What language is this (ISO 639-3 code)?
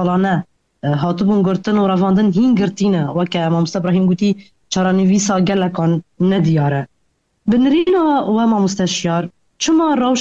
kur